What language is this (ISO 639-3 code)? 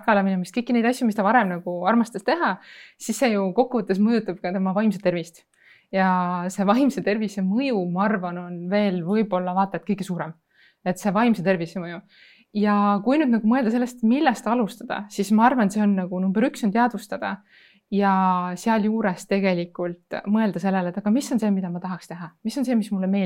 est